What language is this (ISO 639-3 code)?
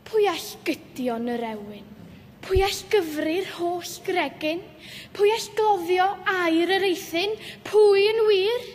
cym